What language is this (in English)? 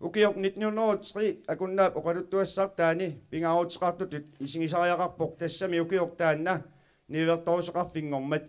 Kalaallisut